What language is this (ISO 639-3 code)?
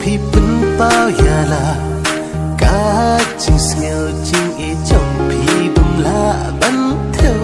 kha